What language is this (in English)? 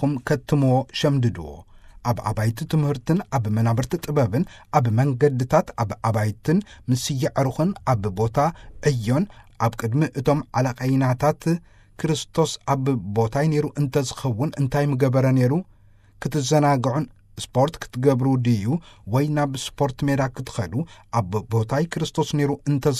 Tigrinya